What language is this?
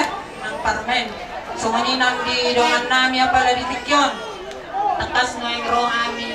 Batak Toba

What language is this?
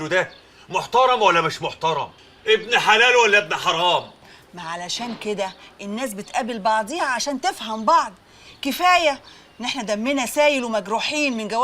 Egyptian Arabic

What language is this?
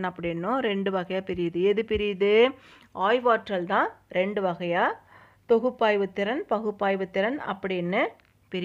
Tamil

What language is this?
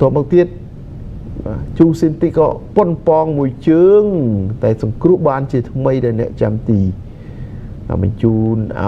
Khmer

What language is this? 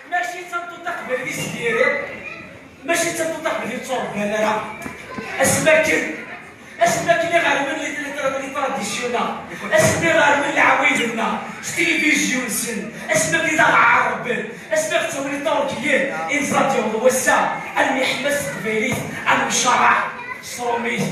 Kabyle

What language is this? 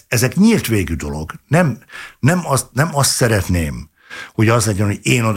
Hungarian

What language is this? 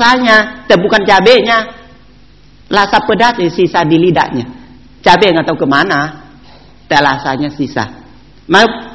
Indonesian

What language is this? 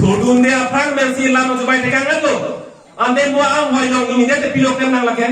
Karbi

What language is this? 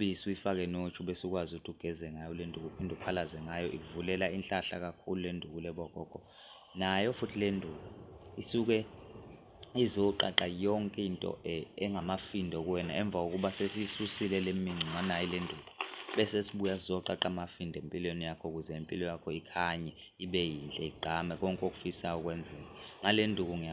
Zulu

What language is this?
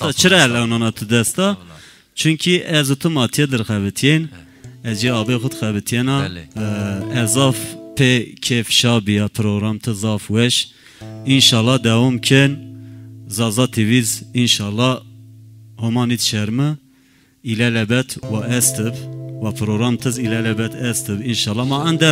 Zaza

